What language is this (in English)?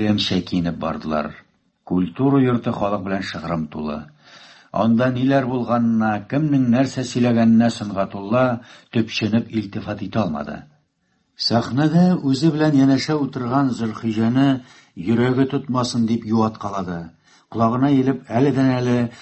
Tatar